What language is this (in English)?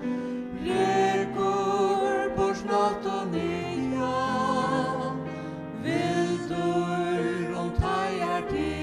Faroese